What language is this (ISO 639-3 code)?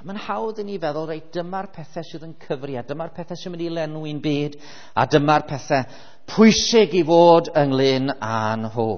cym